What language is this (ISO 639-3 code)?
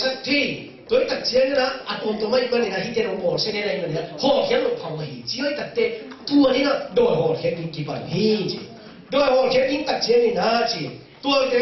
ctd